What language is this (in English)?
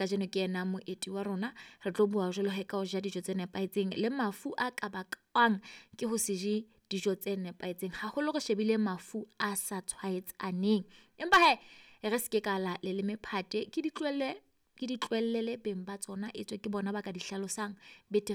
Southern Sotho